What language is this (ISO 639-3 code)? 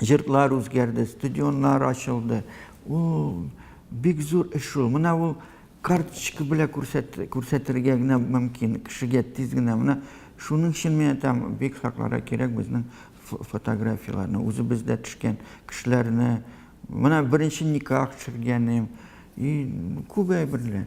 tat